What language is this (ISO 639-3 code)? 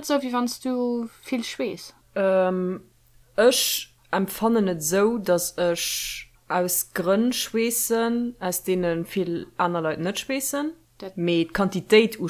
ltz